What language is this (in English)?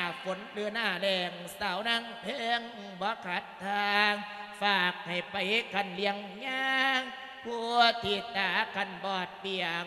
Lao